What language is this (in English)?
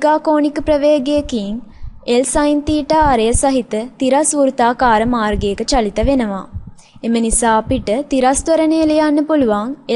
Sinhala